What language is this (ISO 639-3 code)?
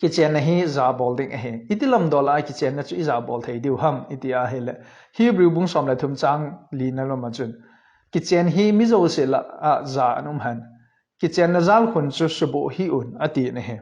tcz